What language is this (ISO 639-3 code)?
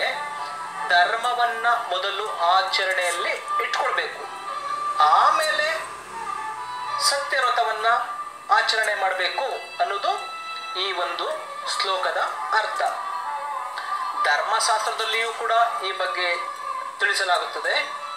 kan